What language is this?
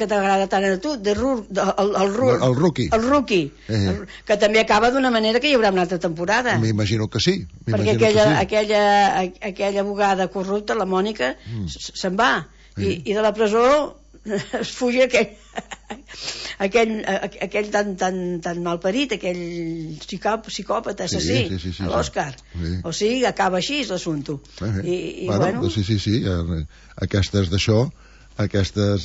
Catalan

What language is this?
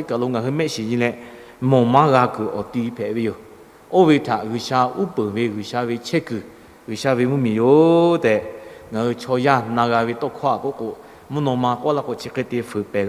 Lahu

